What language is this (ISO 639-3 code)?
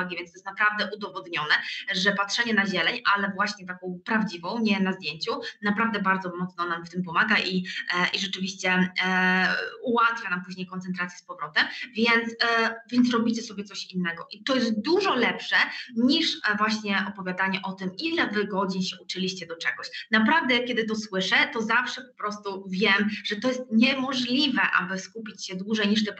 pol